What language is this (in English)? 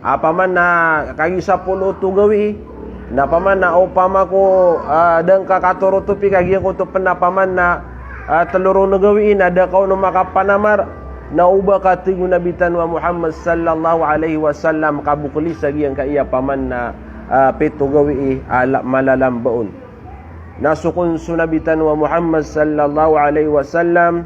Maranao